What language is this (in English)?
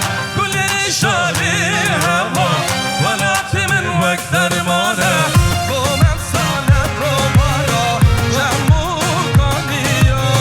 Kurdish